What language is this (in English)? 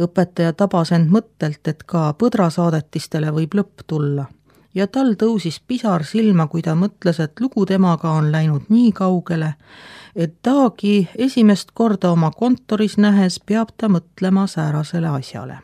Estonian